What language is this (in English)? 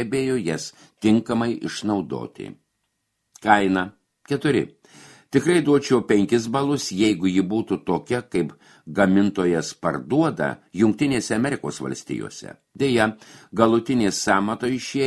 Lithuanian